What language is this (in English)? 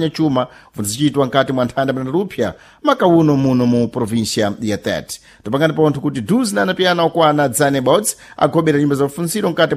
Sena